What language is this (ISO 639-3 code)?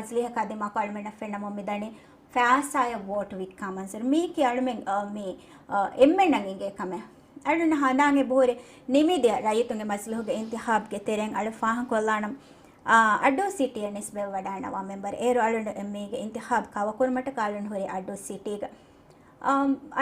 div